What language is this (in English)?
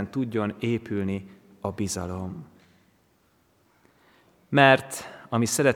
Hungarian